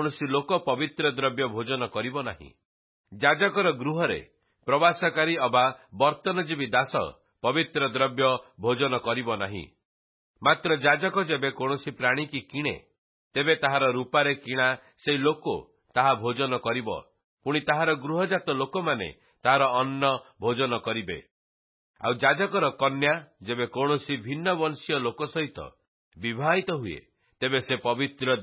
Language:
Odia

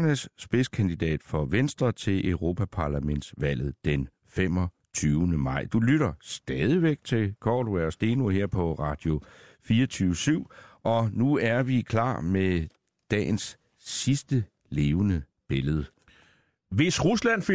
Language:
Danish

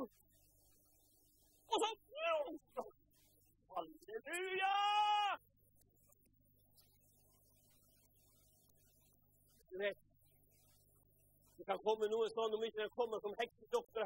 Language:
Norwegian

